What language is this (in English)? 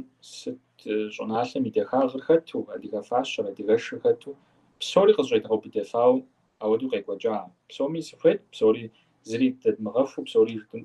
Kabardian